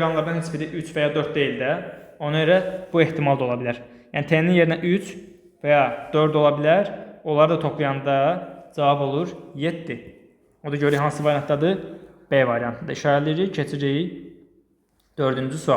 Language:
Azerbaijani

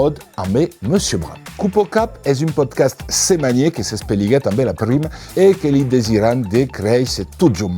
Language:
Occitan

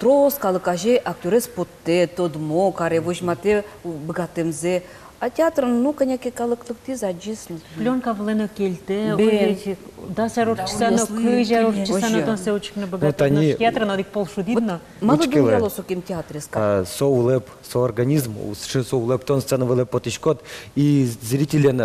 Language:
Udmurt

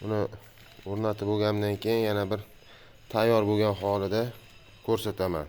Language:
Uzbek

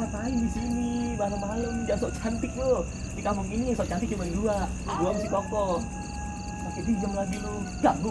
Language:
Betawi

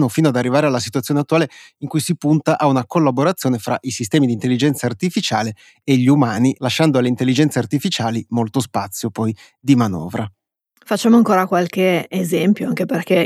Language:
Italian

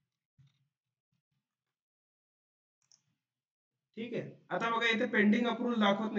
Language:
Marathi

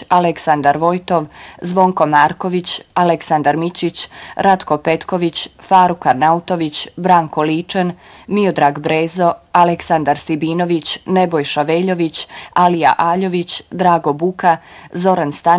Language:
Bosnian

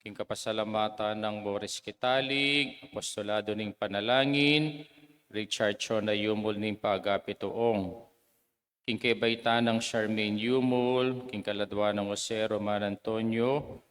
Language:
Pampanga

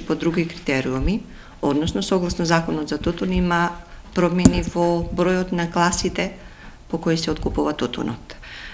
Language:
Macedonian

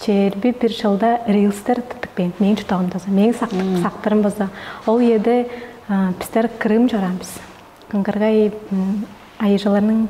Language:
Tuvinian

